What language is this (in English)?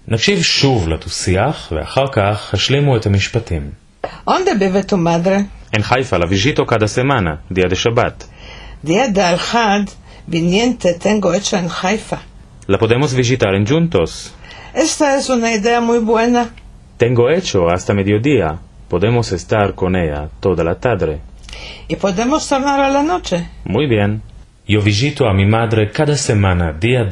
Ladino